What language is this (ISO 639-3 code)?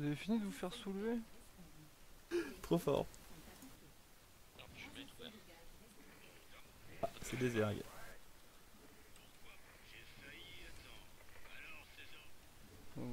fra